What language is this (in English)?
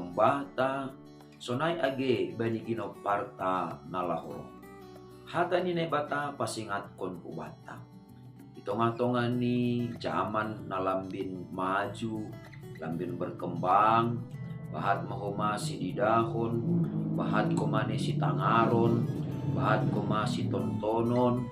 Batak Simalungun